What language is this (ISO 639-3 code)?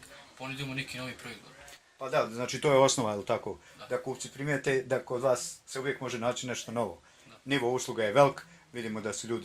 bos